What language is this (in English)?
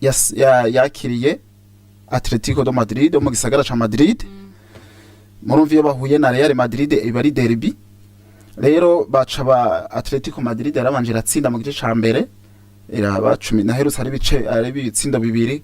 Rundi